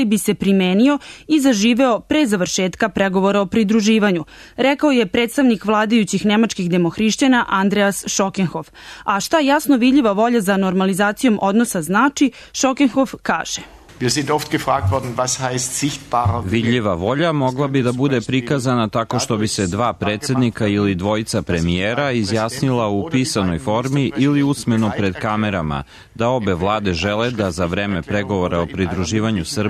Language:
Serbian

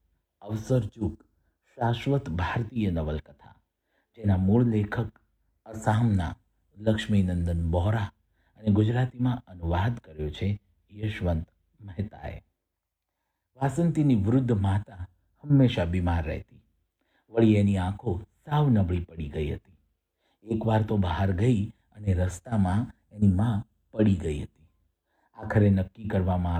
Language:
Gujarati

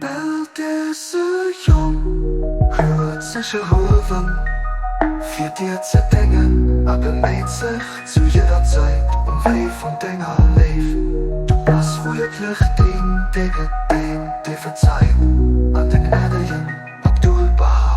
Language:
Luxembourgish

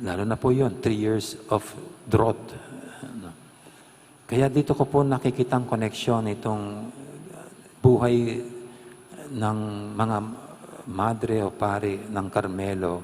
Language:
Pampanga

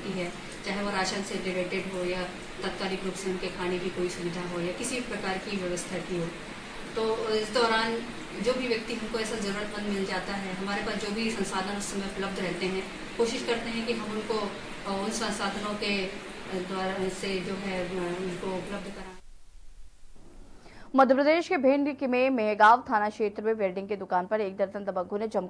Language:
Hindi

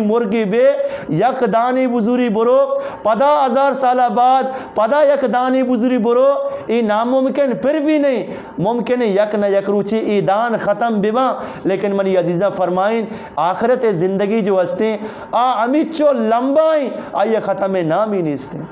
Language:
Eastern Balochi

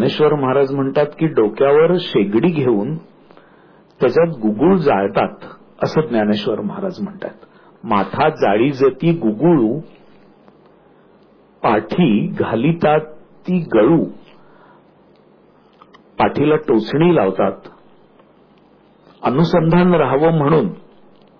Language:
Marathi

